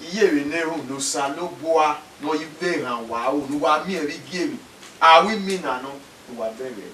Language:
Bini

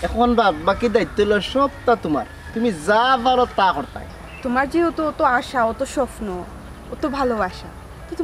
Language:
Sylheti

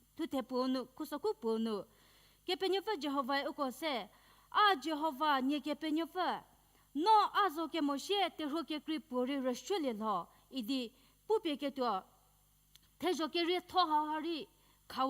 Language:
Angami Naga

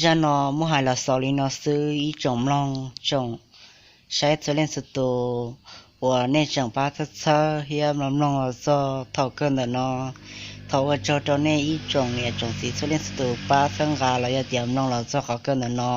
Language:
Hmong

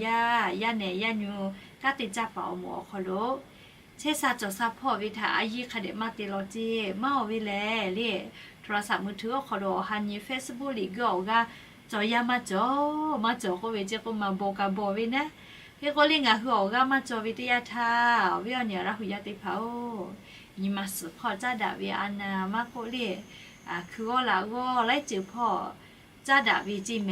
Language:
Lahu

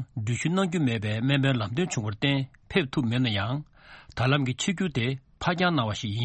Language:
Tibetan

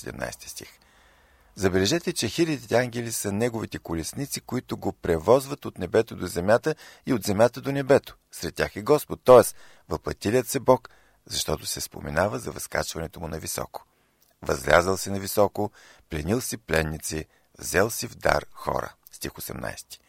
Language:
Bulgarian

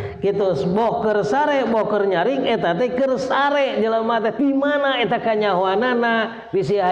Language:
Sundanese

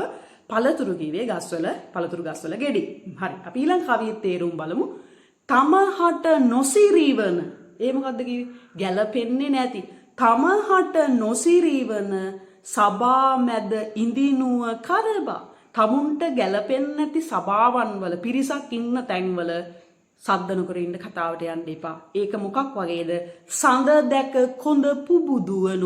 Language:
Sinhala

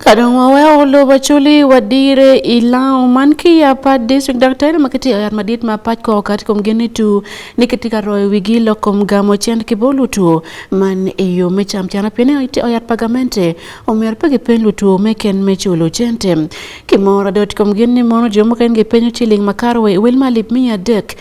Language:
Acoli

